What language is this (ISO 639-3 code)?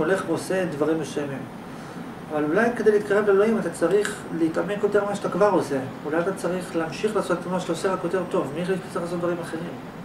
heb